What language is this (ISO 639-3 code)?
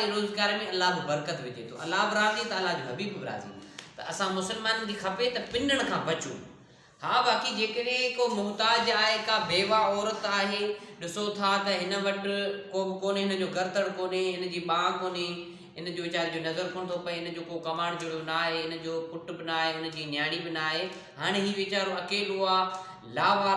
snd